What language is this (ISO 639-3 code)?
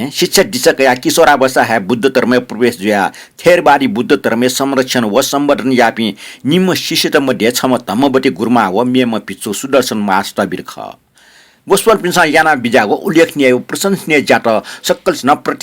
new